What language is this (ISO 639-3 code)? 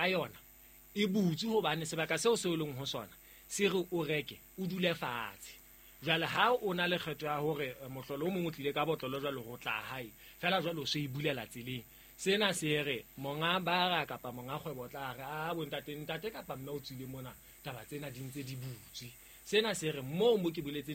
sot